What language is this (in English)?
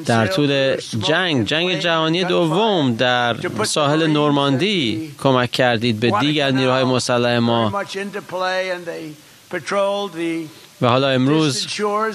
Persian